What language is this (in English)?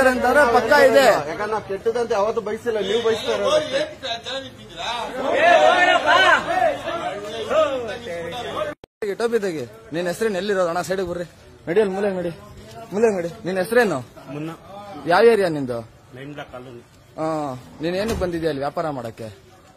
Kannada